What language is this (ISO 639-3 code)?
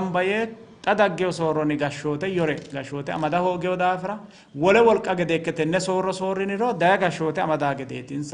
sid